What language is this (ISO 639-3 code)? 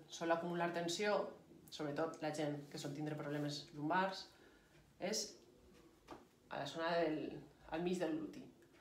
cat